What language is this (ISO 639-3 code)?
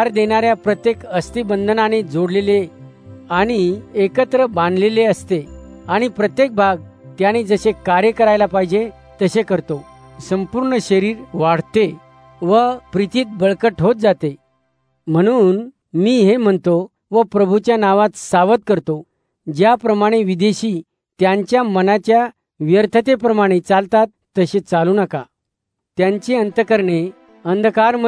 mar